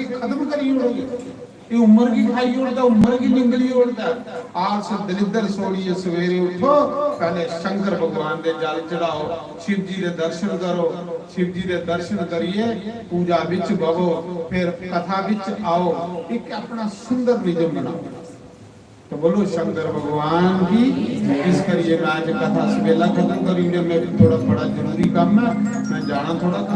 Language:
Dogri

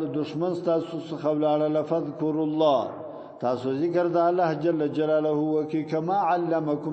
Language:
Pashto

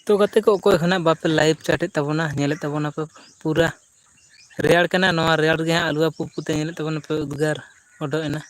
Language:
Santali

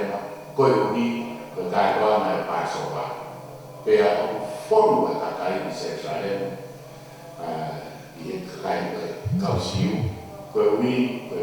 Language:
Tongan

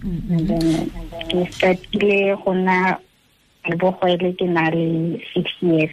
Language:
Tswana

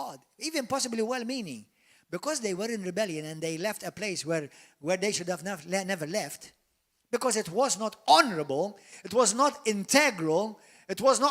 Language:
English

